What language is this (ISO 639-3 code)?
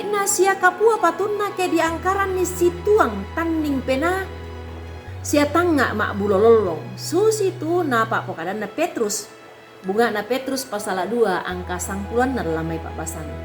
sda